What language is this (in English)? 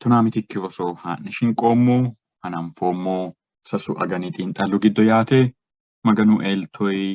Sidamo